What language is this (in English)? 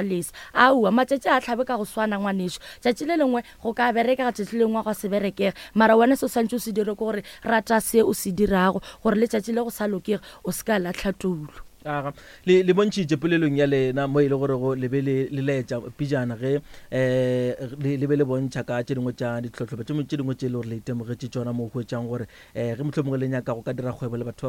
Northern Sotho